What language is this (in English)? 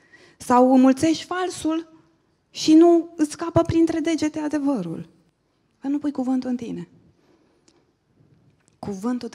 Romanian